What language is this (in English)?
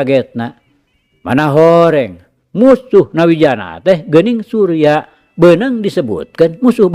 Sundanese